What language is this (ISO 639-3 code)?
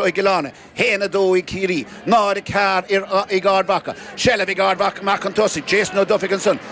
gle